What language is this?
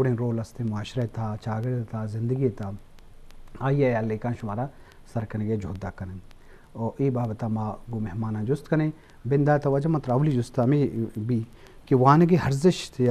Eastern Balochi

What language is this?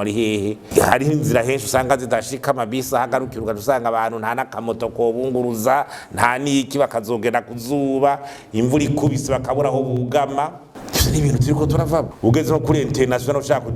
Rundi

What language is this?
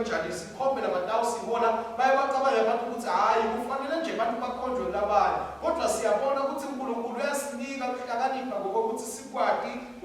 Swati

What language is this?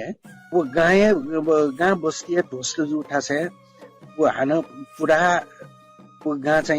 Newari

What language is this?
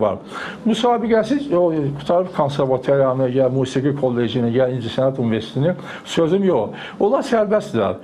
Azerbaijani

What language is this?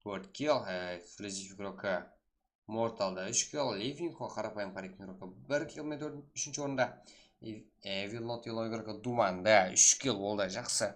Kara-Kalpak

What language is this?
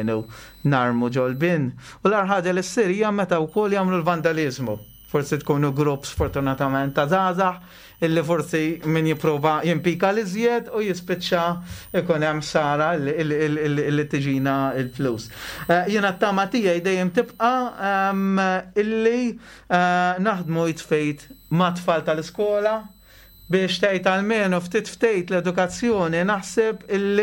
Maltese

